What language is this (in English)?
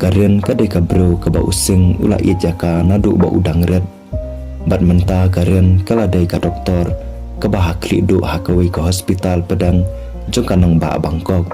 Khasi